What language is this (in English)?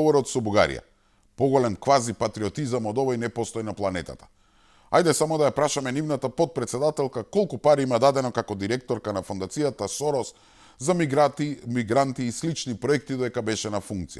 Macedonian